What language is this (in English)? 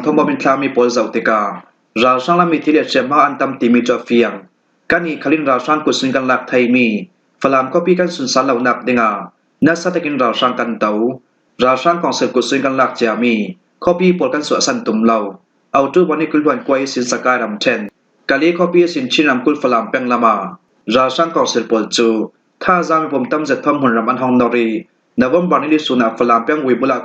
Falam Chin